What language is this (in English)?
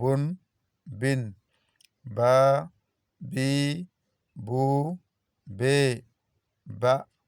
Fula